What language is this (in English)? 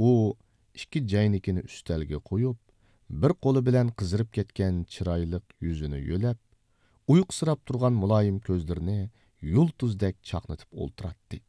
Uyghur